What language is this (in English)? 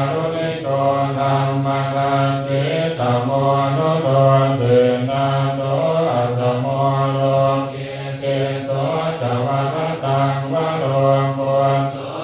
Pali